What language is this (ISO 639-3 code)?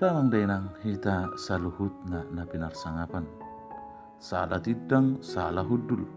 bbc